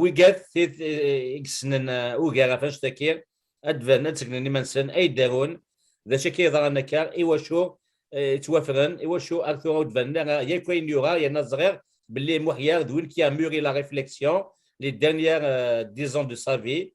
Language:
Kabyle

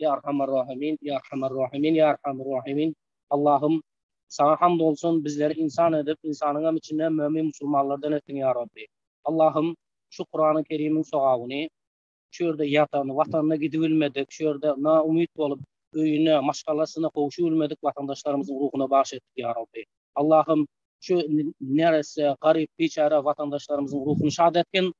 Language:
Turkmen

